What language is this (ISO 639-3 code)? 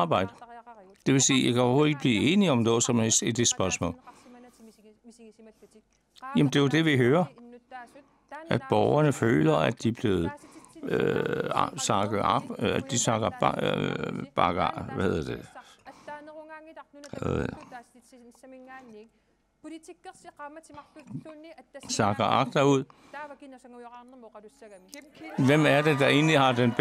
dan